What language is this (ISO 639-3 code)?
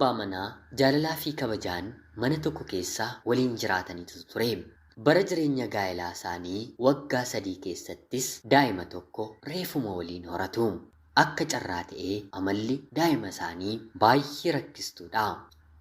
orm